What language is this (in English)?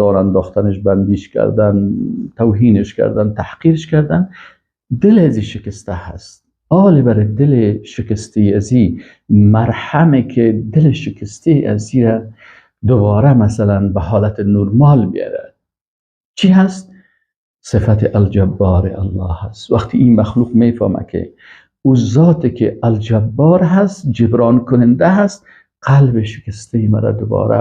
Persian